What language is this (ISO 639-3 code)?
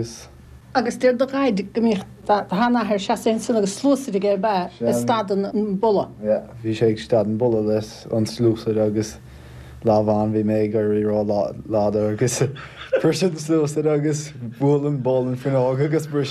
gle